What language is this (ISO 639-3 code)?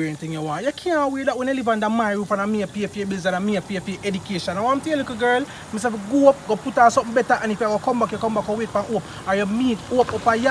jam